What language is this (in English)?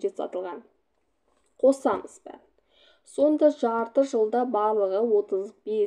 Kazakh